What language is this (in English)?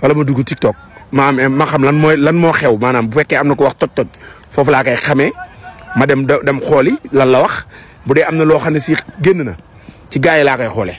Wolof